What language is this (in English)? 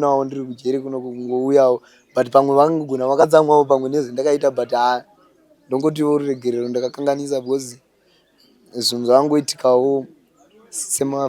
Shona